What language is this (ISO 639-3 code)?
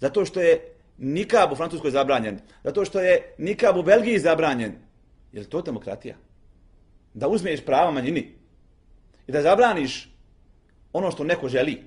bos